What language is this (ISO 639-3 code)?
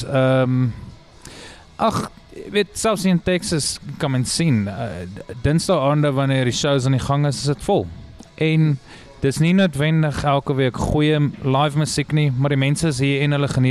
afr